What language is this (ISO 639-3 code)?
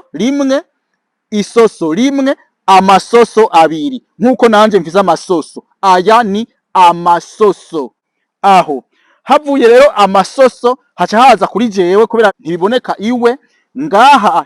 run